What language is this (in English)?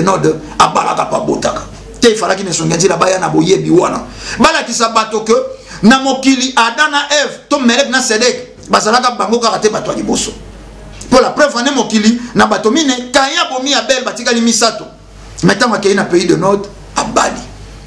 Lingala